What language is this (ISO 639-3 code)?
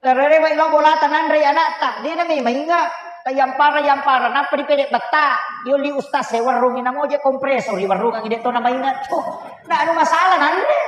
bug